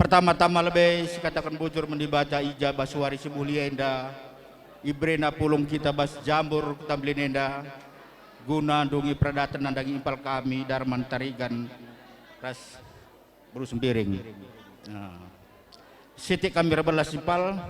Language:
Batak Karo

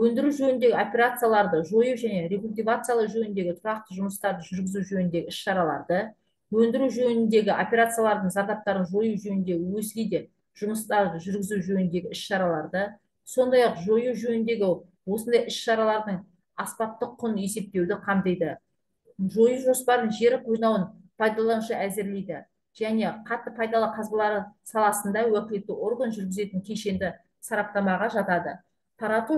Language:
Kazakh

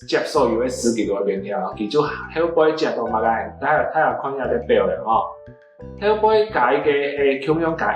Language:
Hakka Chinese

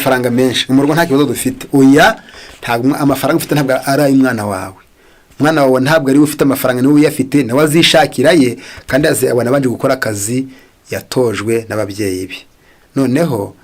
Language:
Kinyarwanda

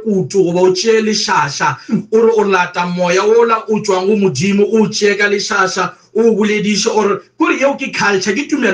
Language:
Northern Sotho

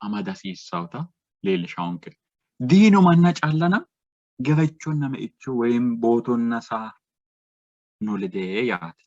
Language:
Sidamo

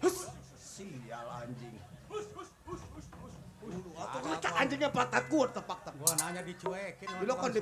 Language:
Betawi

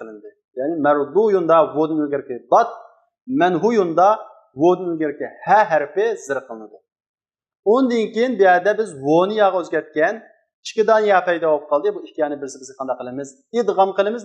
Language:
Uyghur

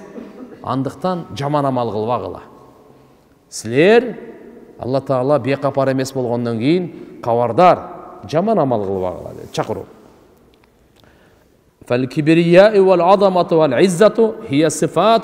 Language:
Kyrgyz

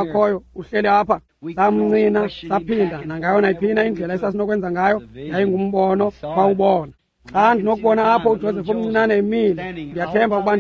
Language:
Xhosa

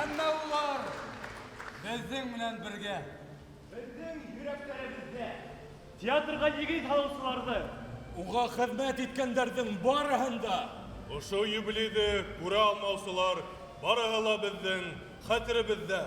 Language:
Bashkir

